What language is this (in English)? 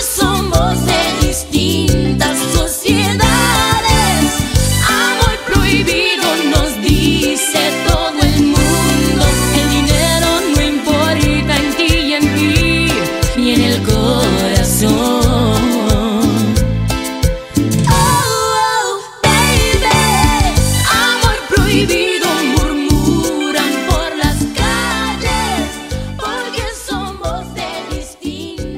Spanish